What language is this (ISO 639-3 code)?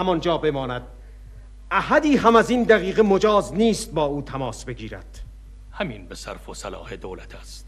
fas